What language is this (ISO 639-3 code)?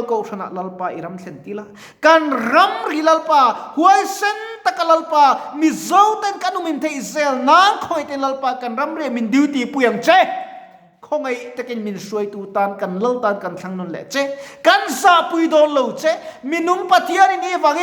lus